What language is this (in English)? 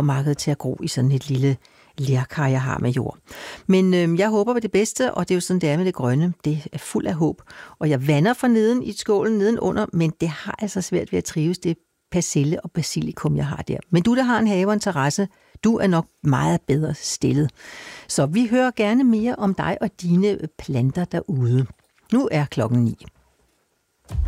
Danish